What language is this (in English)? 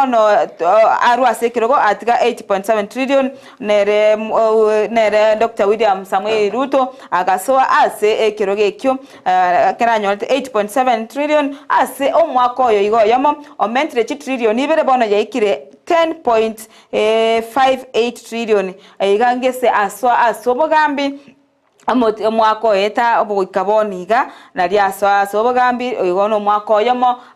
Gusii